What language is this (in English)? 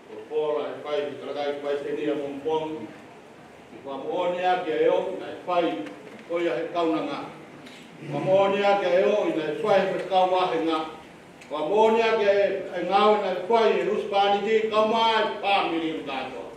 Tongan